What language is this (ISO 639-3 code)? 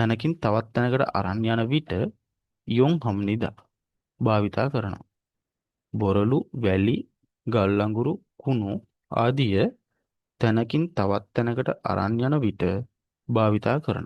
sin